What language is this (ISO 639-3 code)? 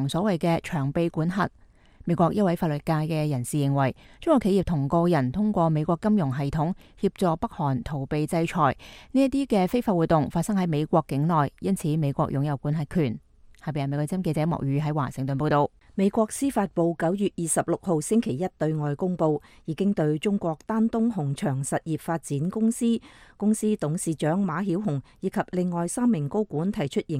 yue